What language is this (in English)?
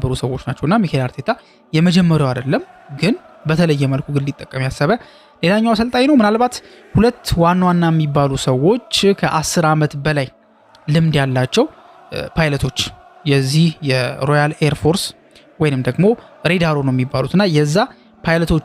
Amharic